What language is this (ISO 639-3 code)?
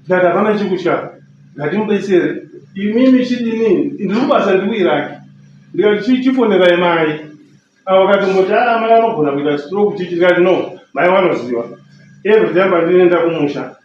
sna